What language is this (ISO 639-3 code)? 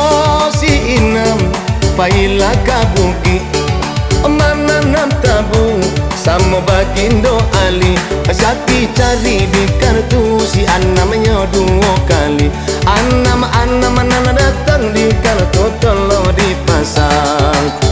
min